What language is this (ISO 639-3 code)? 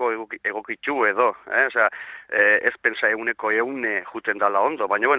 eus